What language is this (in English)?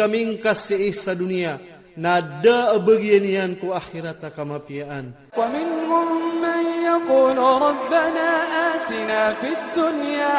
Iranun (Philippines)